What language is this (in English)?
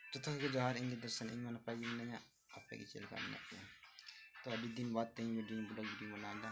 Santali